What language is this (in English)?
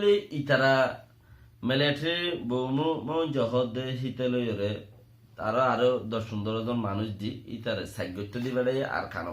Rohingya